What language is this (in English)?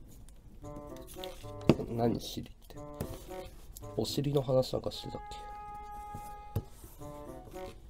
Japanese